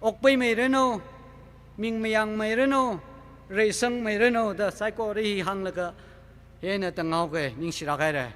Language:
Tangkhul Naga (India)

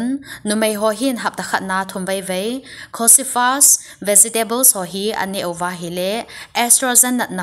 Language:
Thado Chin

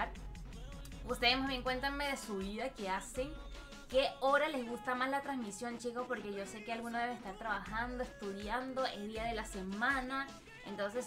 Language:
Spanish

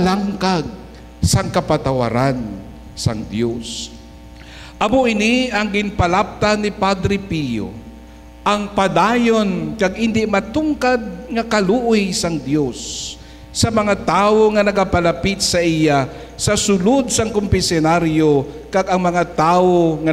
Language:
Hiligaynon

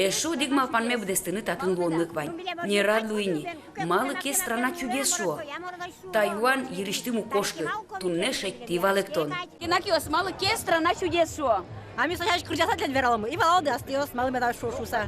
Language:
Udmurt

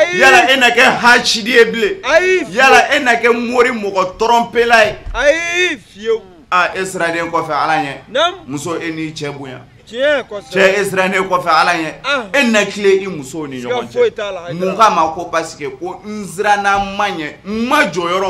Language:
Bambara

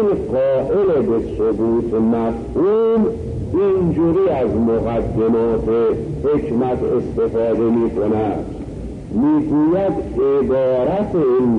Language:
Persian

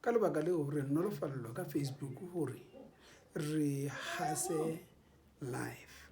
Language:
Southern Sotho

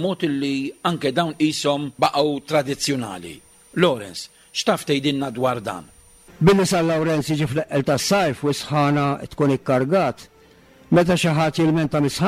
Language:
Maltese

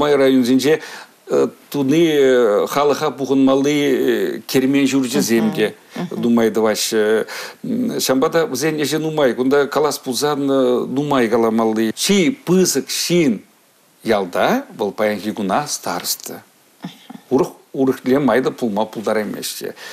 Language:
Chuvash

